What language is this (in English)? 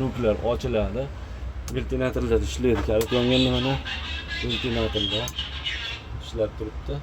Uzbek